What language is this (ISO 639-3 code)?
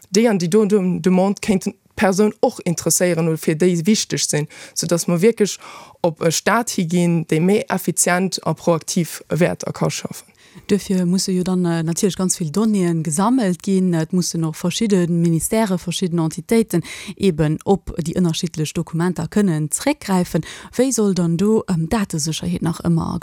ltz